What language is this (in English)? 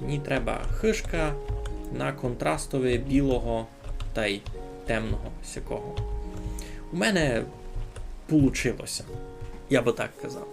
Rusyn